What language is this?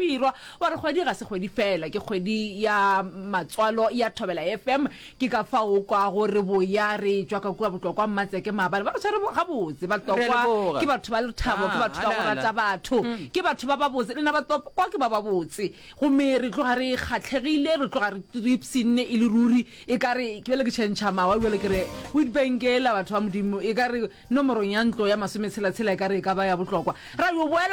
Northern Sotho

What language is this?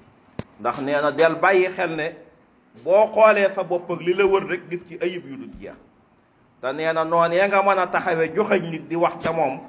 Wolof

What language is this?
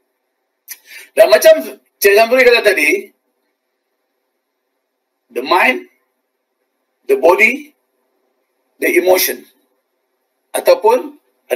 Malay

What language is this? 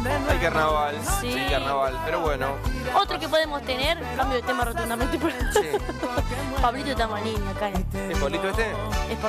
Spanish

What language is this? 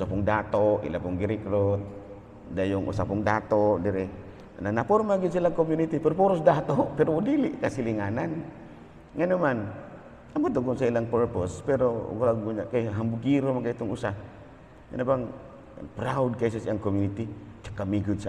Cebuano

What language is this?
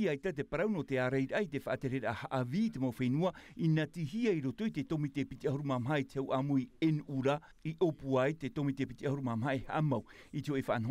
Tahitian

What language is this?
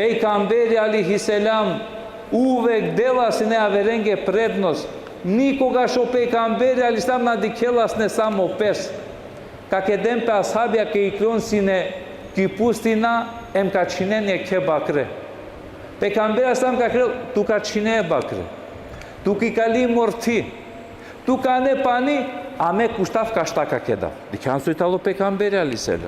Balkan Romani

